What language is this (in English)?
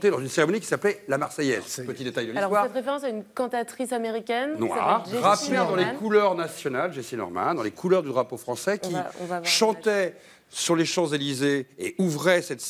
French